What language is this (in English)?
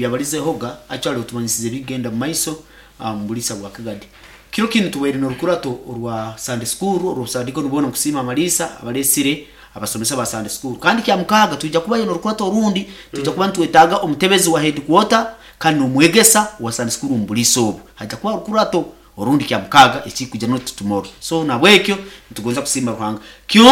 Nyoro